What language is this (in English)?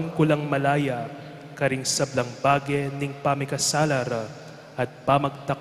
Pampanga